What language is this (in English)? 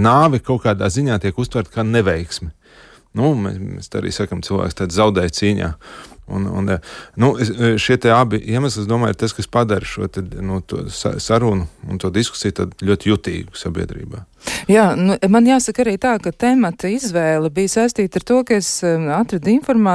Latvian